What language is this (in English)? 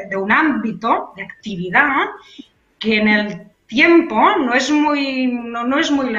Spanish